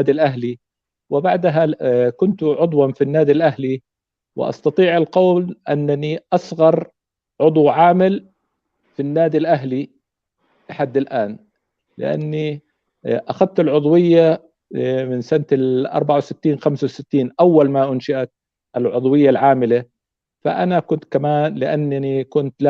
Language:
North Levantine Arabic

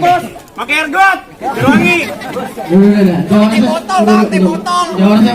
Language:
Betawi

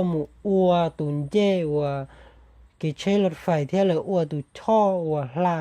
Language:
Hmong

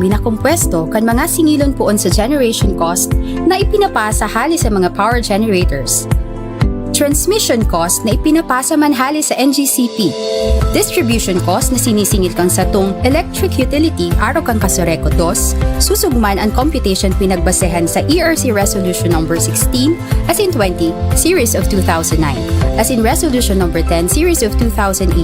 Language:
Bikol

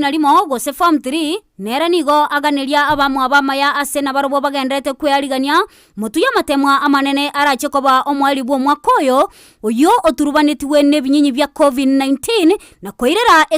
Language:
Gusii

